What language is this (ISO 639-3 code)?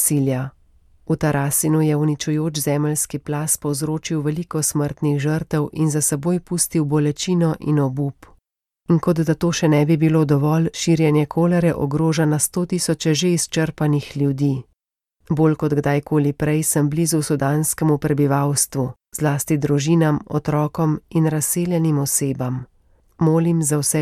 slv